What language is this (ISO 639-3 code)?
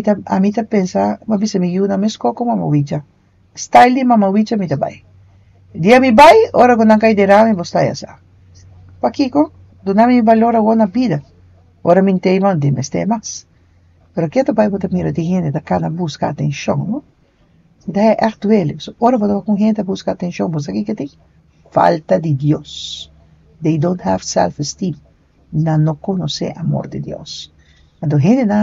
pap